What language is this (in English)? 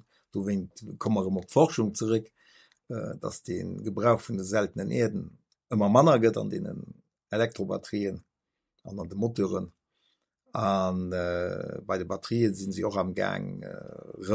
Luxembourgish